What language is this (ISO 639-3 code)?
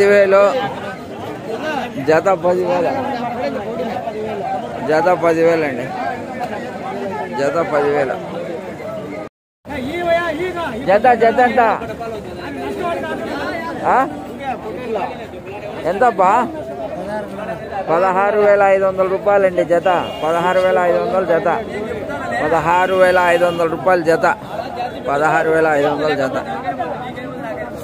tel